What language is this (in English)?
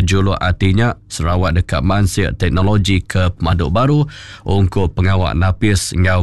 Iban